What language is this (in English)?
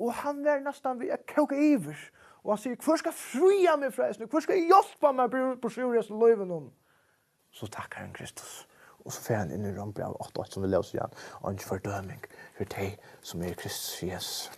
Faroese